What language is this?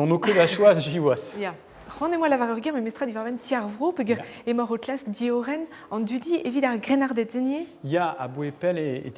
Breton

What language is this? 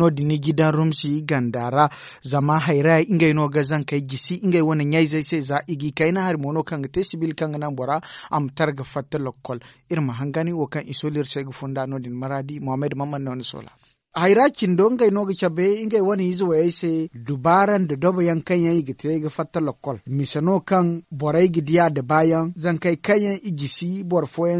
Zarma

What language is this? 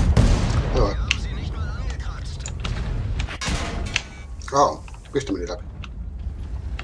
Finnish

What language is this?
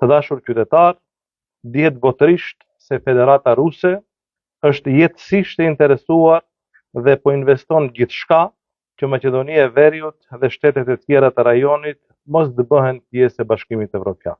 Albanian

